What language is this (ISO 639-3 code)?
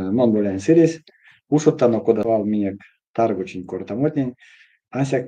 myv